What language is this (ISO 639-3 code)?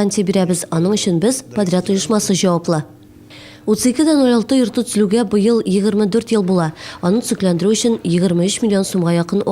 tat